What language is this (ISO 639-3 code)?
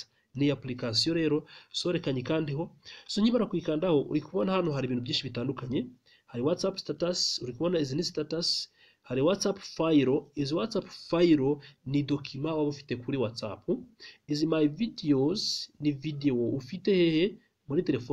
kin